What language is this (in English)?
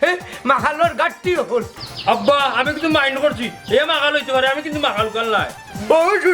Sylheti